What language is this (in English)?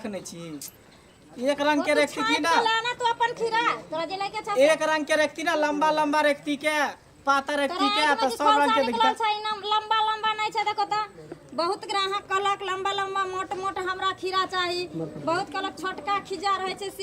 Maithili